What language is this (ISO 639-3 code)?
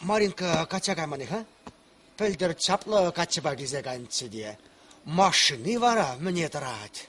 chv